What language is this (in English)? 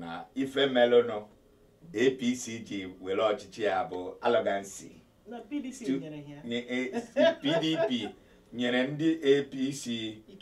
Igbo